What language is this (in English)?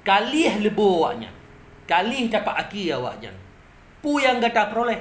Achinese